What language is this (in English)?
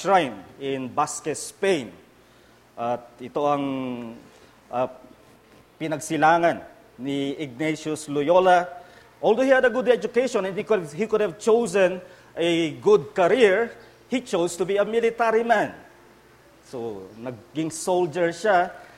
Filipino